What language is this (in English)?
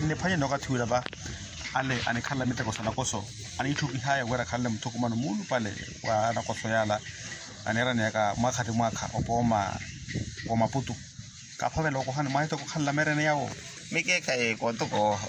Makhuwa